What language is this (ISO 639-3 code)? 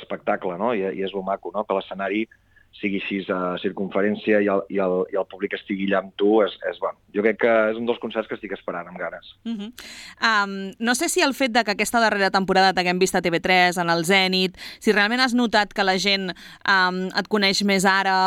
cat